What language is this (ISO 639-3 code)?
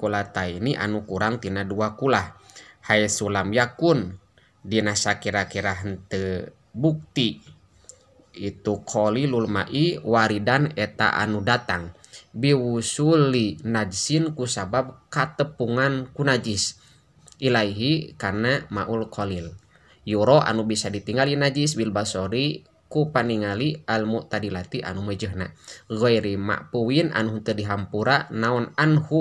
sun